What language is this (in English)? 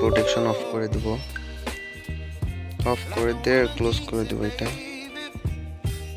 Bangla